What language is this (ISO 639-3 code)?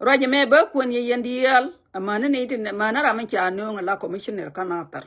nus